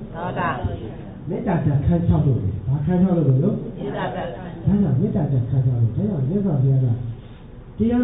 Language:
Burmese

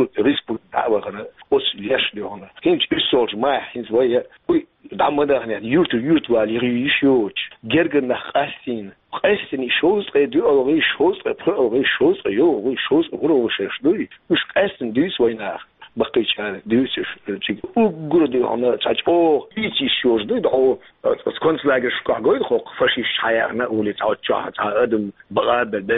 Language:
Chechen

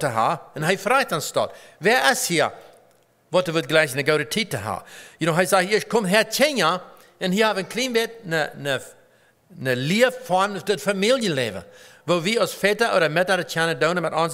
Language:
Plautdietsch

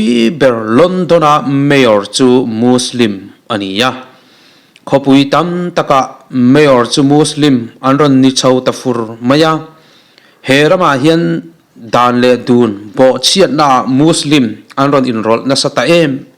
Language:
Mizo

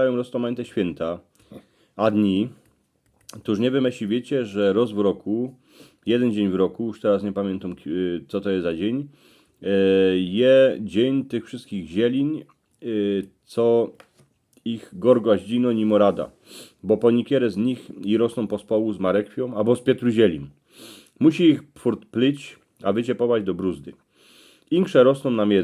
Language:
Silesian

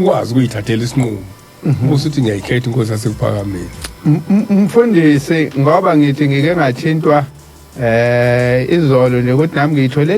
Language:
Zulu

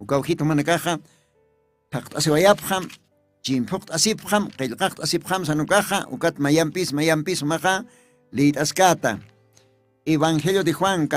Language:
Aymara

